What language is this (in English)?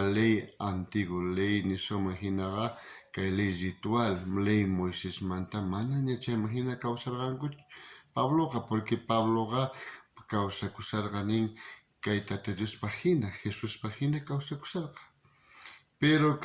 South Bolivian Quechua